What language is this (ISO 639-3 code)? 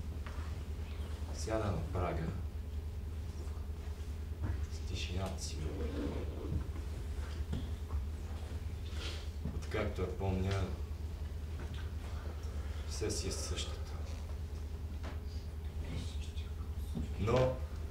bul